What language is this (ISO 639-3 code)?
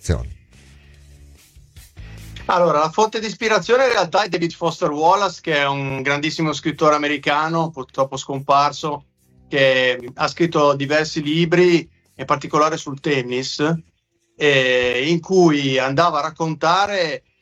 ita